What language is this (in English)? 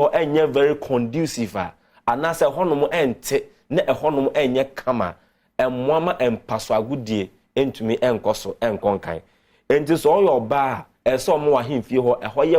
Akan